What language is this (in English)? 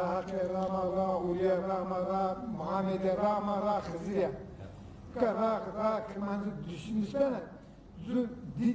Zaza